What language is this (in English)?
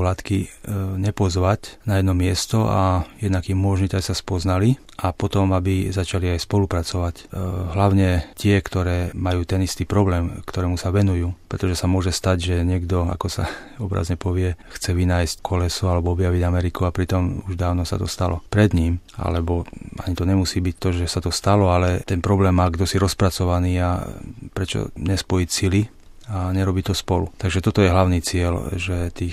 Slovak